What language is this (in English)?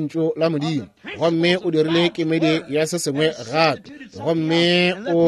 Northern Sotho